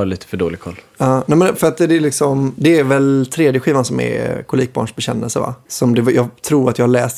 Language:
Swedish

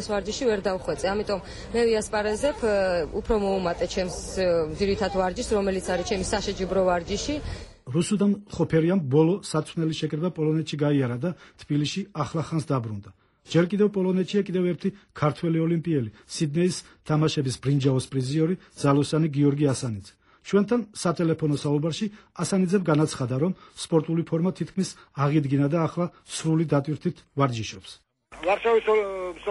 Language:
Georgian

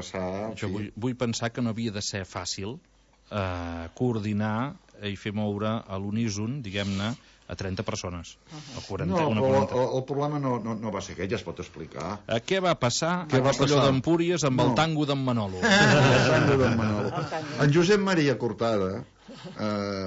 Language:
Catalan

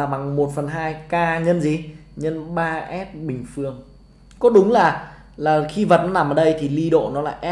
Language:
Vietnamese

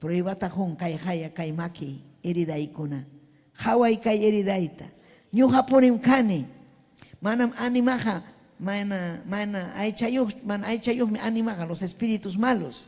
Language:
Ayacucho Quechua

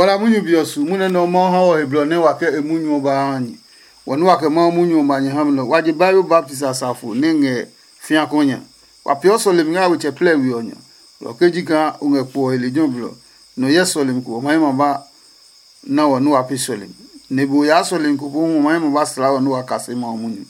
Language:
Adangme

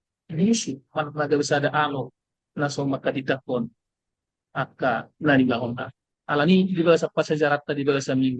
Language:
Batak Toba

